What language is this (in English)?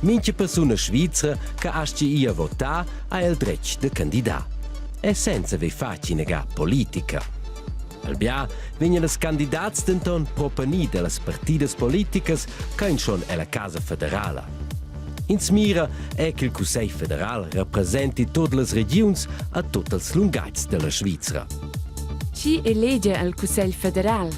Romansh